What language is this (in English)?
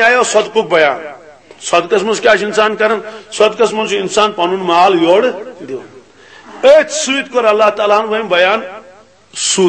Kashmiri